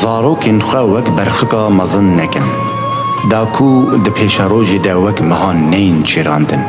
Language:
Kurdish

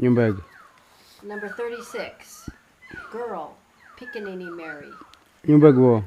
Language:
Kamasau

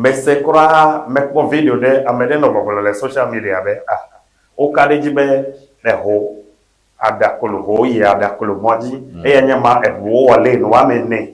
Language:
Ewe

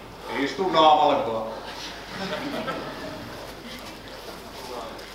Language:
Finnish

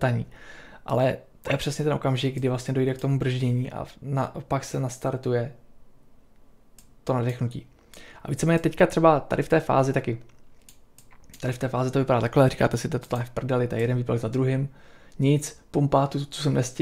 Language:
Czech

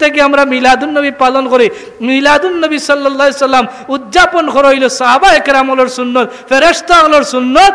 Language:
Sylheti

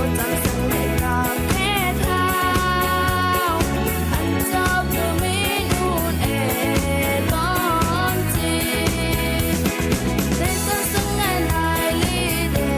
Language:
Rumai Palaung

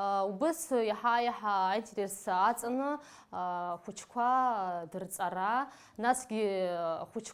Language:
Abkhazian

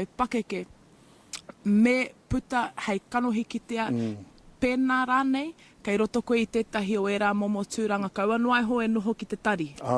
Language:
Māori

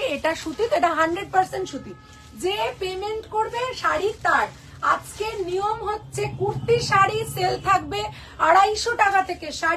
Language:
Bangla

